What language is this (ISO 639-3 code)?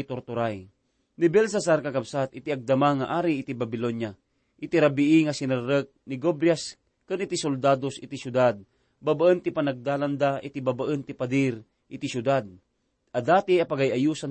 ilo